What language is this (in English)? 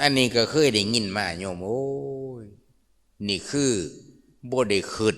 Lao